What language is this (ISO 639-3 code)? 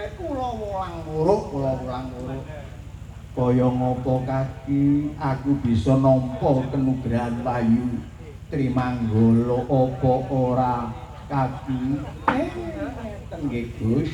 jav